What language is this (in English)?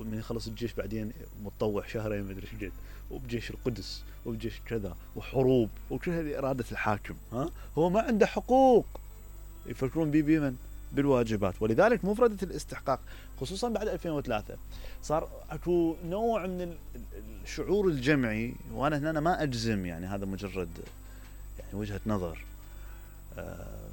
Mesopotamian Arabic